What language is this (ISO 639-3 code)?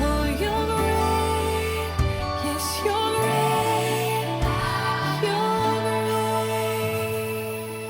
mfe